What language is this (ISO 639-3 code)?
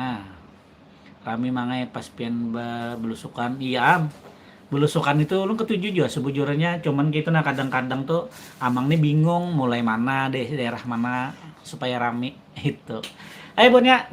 bjn